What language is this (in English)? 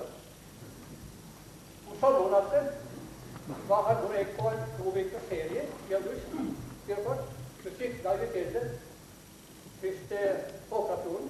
Norwegian